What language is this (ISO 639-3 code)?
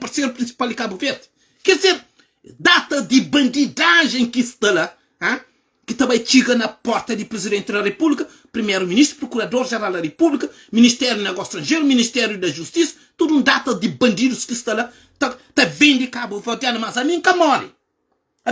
kea